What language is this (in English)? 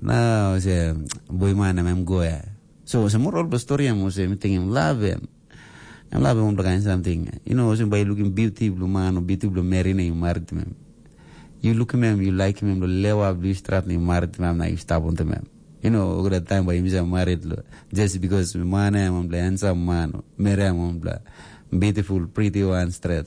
Tok Pisin